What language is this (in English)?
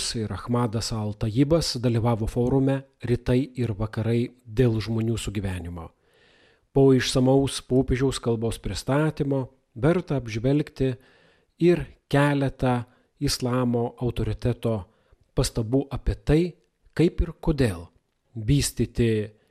Lithuanian